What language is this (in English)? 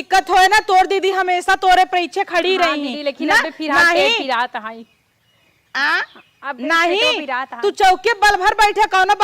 Awadhi